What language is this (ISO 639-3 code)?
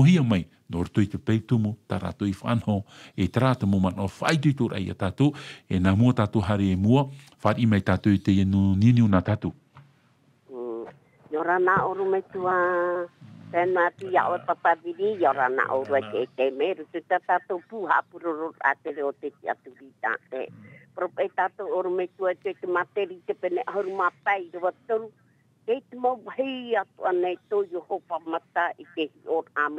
tah